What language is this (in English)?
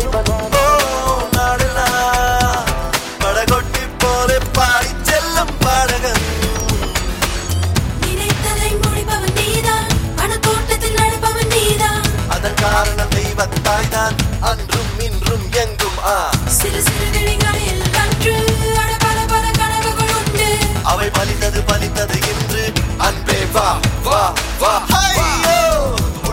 Tamil